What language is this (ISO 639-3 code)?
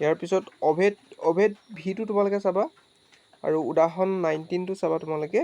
asm